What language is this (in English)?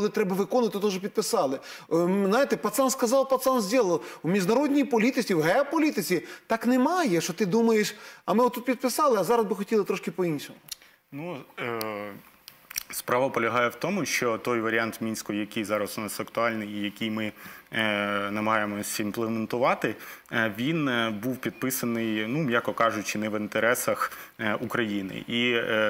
Ukrainian